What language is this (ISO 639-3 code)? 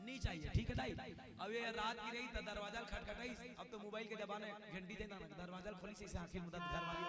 hne